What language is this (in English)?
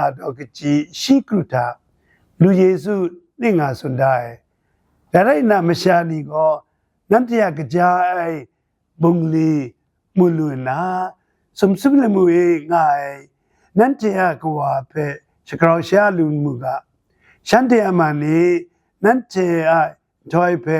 Kachin